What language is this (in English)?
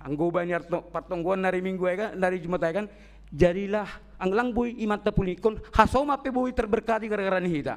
Batak Simalungun